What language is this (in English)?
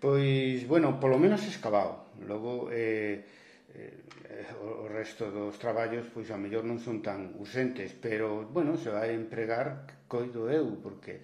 Galician